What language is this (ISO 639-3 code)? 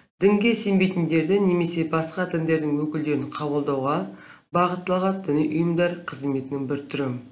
kaz